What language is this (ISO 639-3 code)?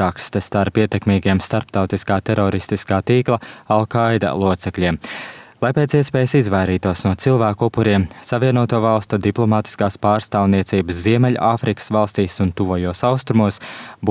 lav